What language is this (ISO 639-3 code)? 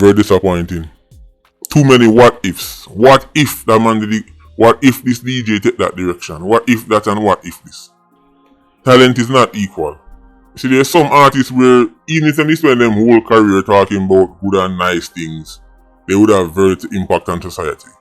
jam